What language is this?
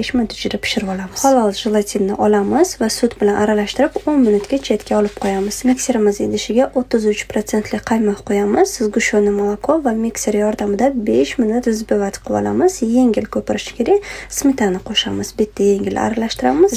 Uzbek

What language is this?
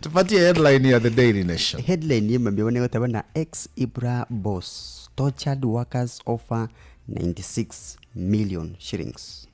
Gusii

